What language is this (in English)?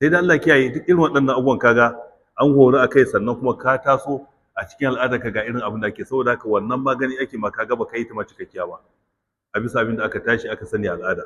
Hausa